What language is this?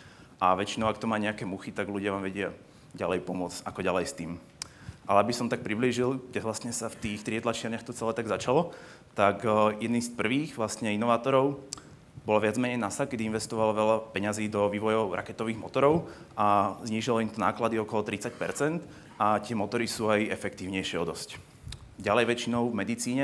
Slovak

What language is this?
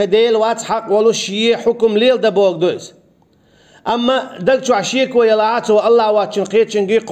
Chechen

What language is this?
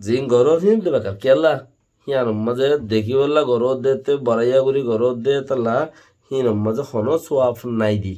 Rohingya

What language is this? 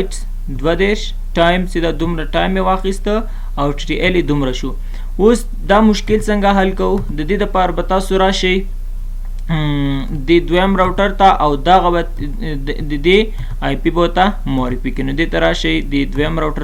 Pashto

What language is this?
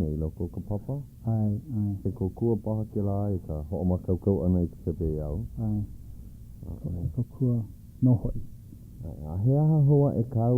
Hawaiian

